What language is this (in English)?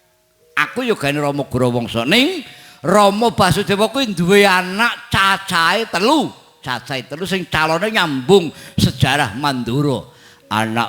Javanese